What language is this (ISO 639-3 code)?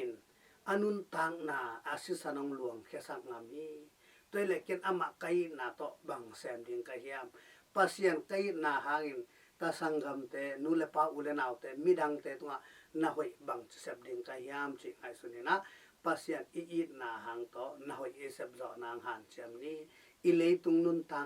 ctd